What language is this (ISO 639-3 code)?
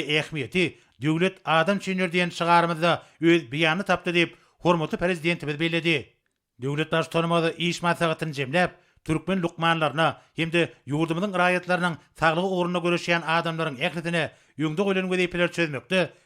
tuk